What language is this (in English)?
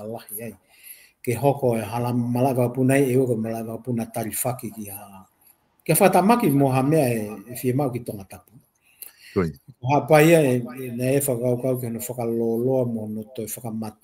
Tongan